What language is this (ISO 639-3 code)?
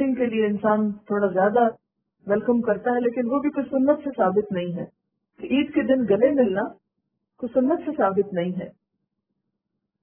urd